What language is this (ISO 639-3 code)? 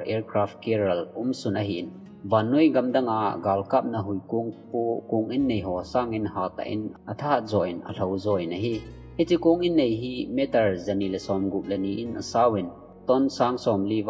tcz